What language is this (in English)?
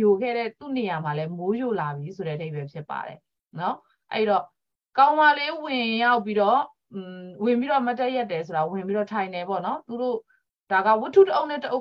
Burmese